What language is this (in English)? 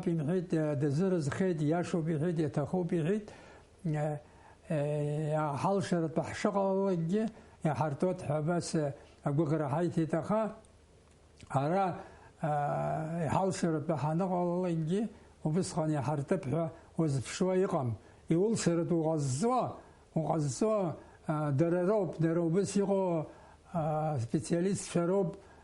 Abkhazian